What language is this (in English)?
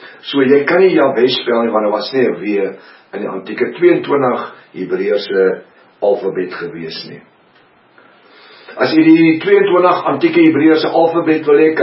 Afrikaans